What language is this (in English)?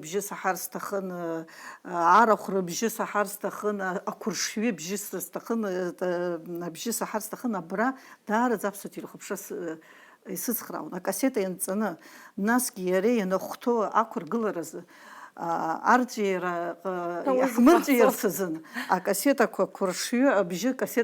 Abkhazian